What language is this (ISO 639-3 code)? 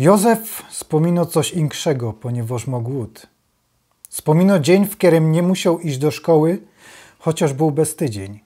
szl